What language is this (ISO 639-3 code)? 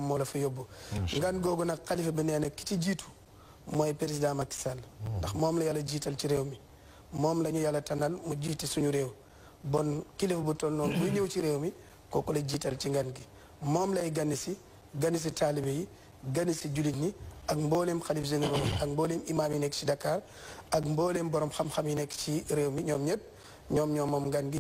wol